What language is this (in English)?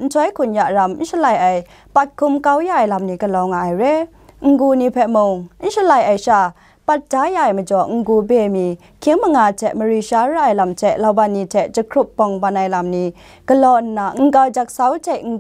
Kachin